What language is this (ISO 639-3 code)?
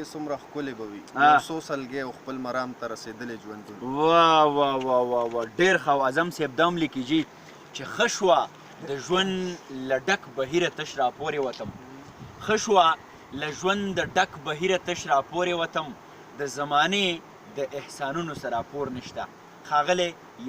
pus